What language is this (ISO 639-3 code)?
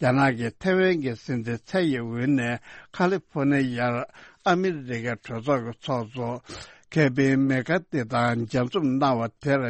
bod